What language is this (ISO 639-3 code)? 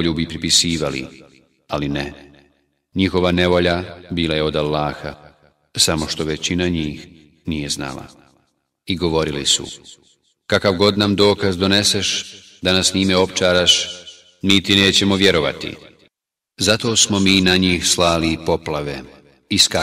bos